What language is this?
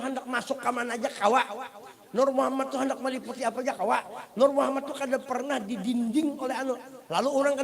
Banjar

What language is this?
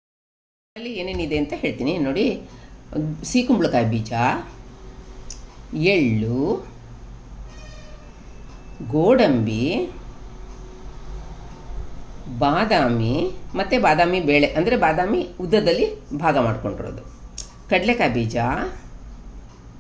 Kannada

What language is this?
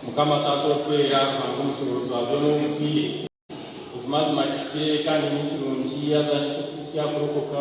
Nyankole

